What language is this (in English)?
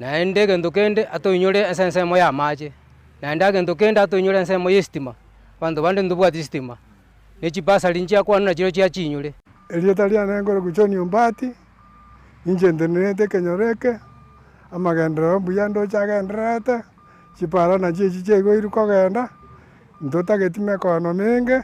Gusii